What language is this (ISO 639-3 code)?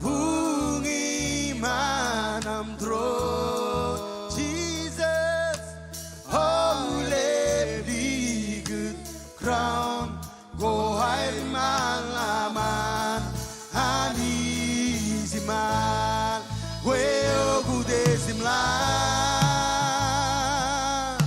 mah